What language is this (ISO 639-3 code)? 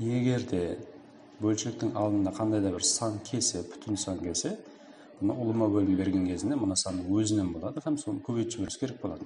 kaa